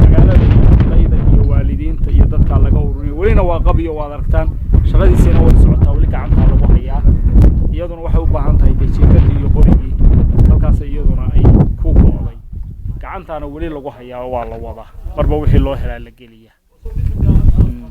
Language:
Somali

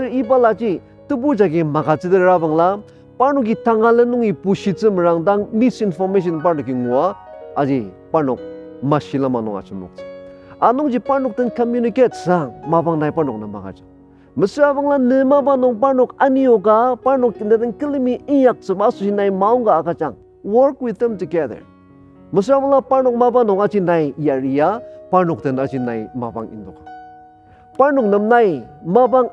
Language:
Ao Naga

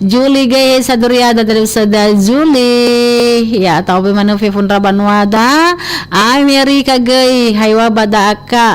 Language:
Nias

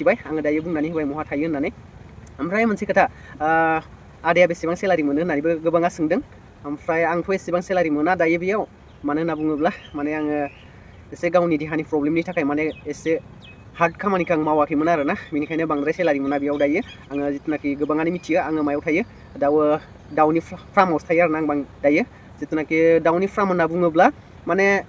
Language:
Bodo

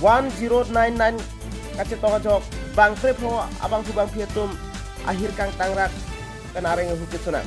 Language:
Karbi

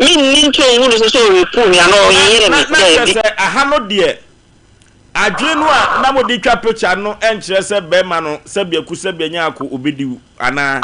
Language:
Akan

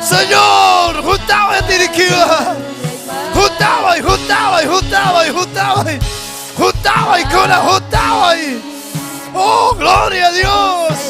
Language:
Ayacucho Quechua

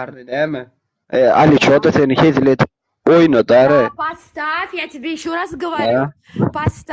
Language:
Turkmen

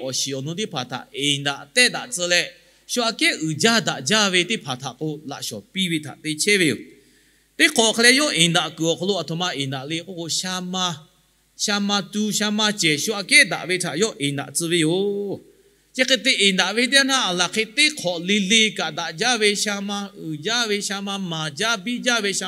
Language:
Lahu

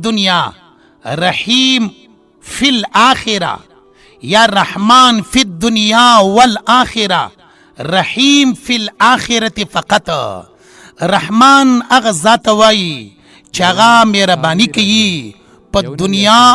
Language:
Pashto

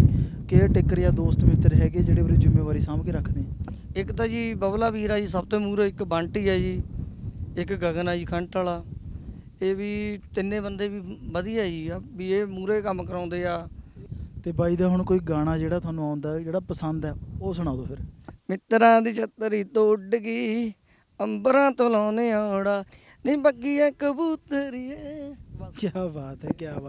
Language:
Punjabi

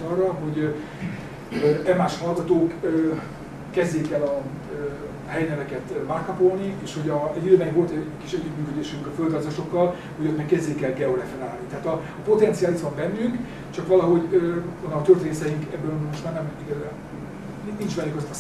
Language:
Hungarian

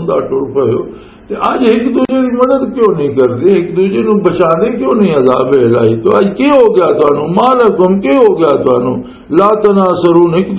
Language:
Western Panjabi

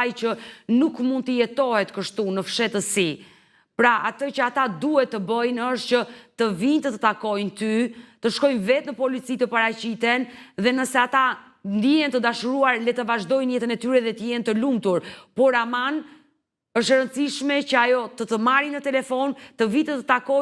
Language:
Albanian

